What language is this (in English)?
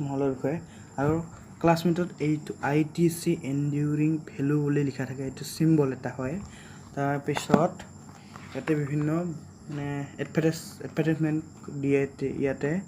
Assamese